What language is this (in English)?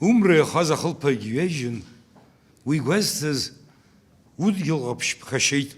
Abkhazian